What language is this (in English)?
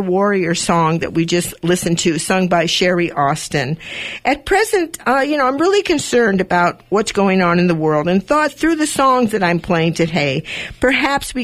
English